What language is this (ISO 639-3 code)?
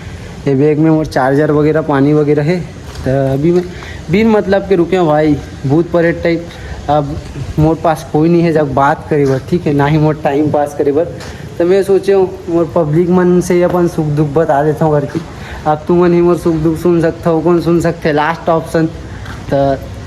hne